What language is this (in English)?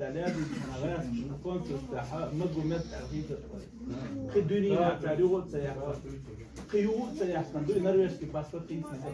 Chechen